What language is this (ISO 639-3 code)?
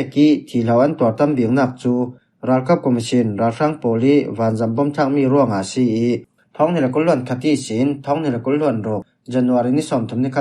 cfm